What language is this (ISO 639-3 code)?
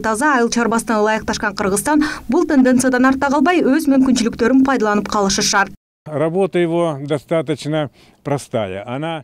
kir